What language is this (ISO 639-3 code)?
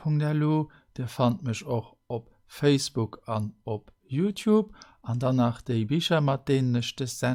ltz